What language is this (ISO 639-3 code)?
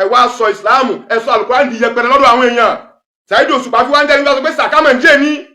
yor